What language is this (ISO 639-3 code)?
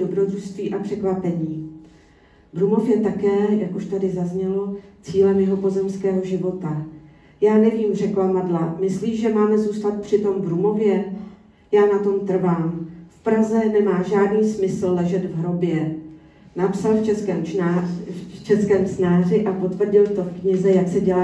ces